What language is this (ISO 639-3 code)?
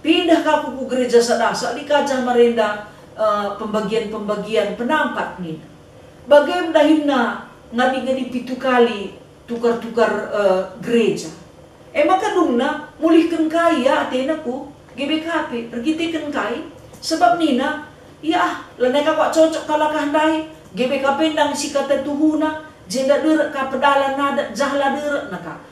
btx